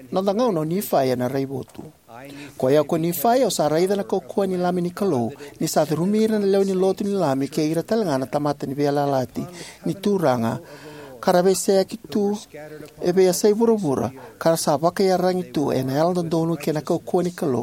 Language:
Fijian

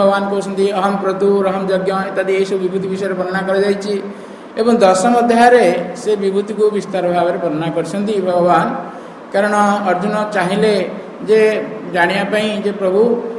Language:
Odia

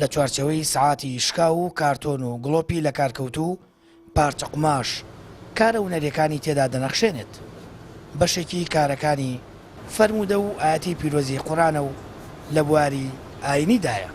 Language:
Central Kurdish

